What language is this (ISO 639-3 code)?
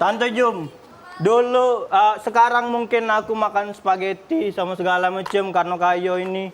mui